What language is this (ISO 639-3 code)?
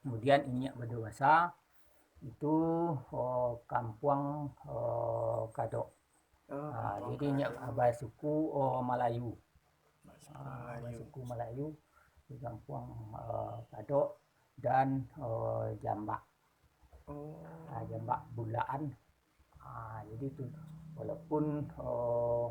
min